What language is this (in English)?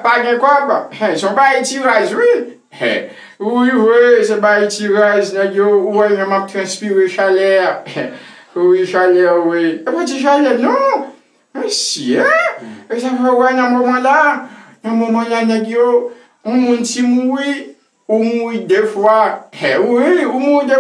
Haitian Creole